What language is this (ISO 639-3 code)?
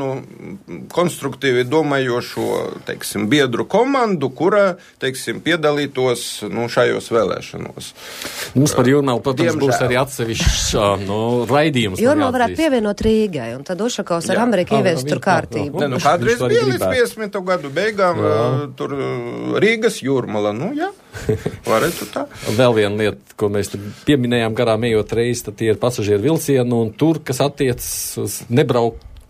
lav